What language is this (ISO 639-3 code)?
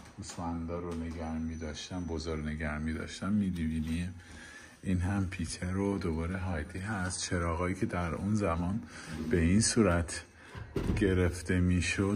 fas